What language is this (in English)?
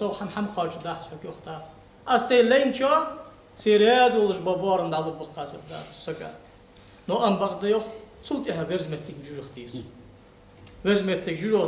Ingush